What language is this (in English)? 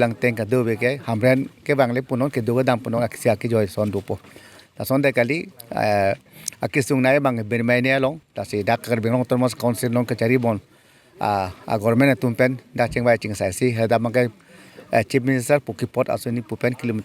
Karbi